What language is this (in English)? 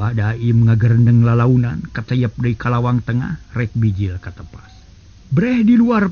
Sundanese